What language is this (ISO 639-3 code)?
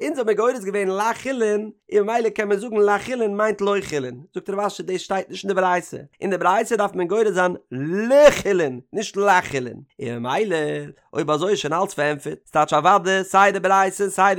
yid